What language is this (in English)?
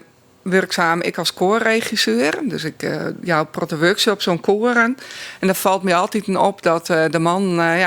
Western Frisian